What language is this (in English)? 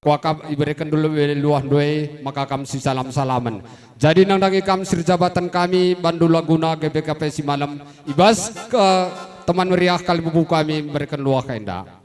Batak Karo